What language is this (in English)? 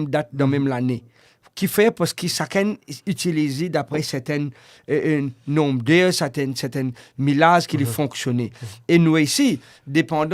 Morisyen